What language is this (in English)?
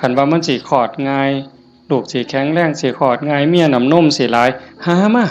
Northeastern Thai